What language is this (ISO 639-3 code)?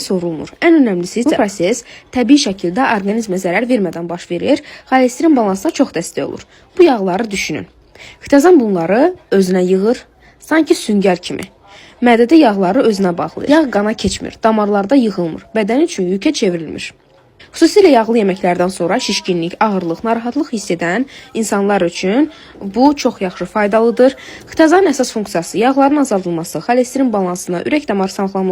aze